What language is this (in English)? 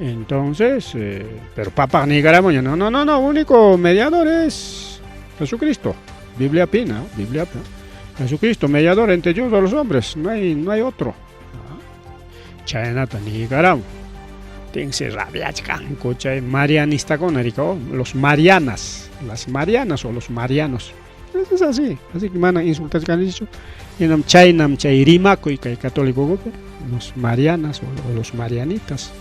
Ayacucho Quechua